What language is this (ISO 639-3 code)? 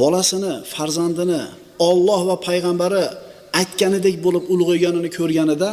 uzb